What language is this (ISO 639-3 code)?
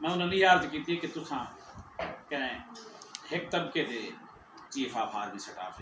skr